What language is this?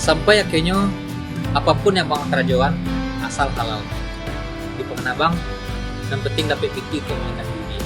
Minangkabau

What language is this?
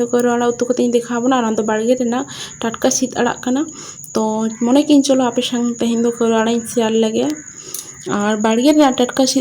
Santali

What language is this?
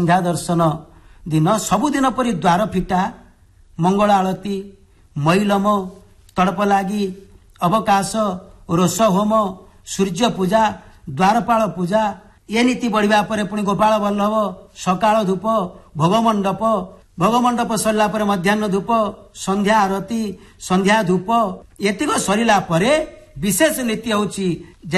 Odia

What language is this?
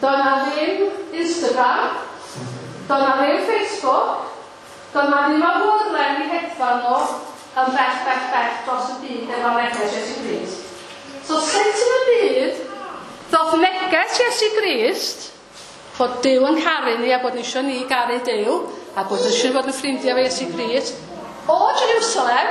Welsh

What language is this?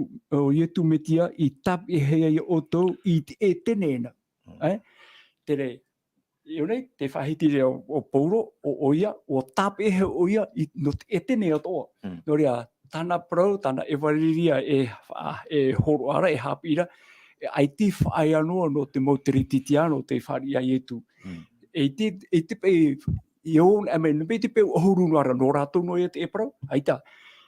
Tahitian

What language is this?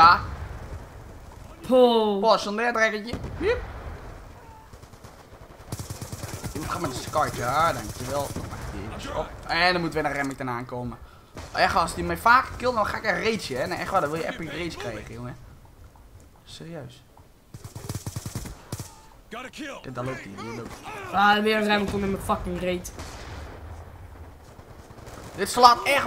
Dutch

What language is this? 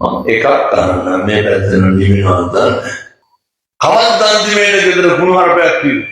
Sinhala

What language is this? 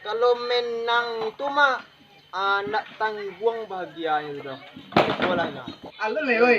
Minangkabau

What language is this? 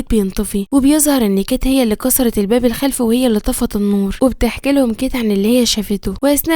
Egyptian Arabic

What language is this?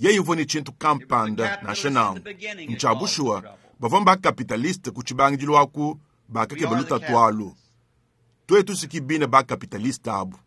Luba-Lulua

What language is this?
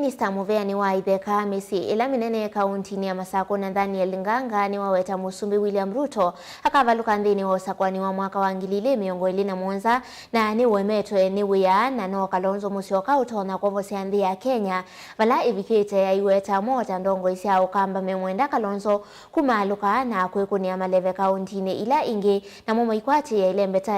Kamba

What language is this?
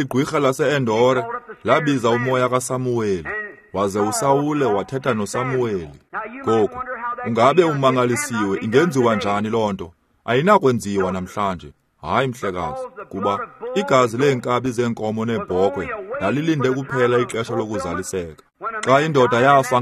Xhosa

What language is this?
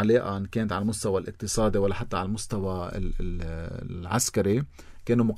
North Levantine Arabic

